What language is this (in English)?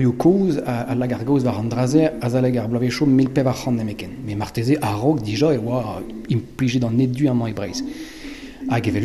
Breton